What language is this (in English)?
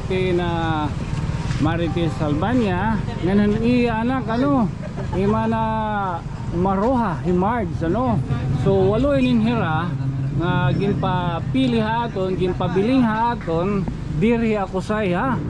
Waray